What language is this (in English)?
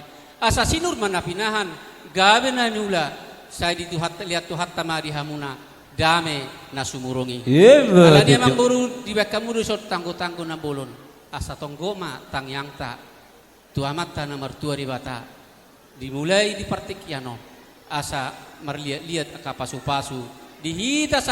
Batak Toba